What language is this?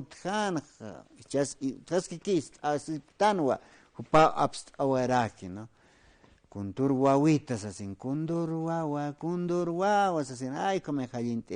Aymara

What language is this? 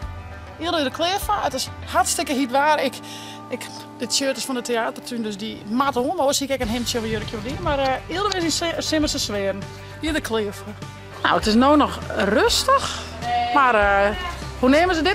Western Frisian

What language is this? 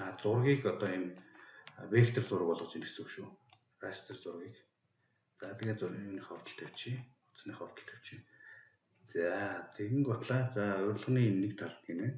Mongolian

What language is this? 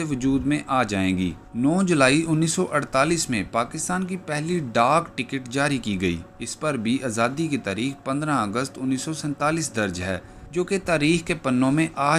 Urdu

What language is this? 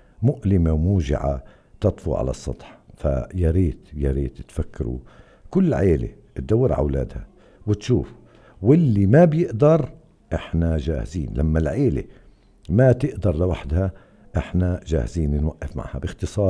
North Levantine Arabic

